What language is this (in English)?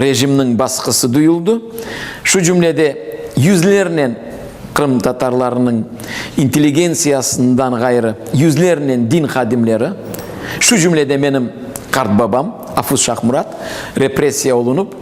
Crimean Tatar